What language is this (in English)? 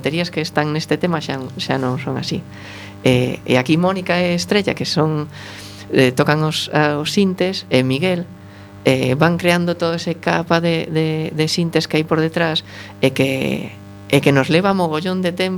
Galician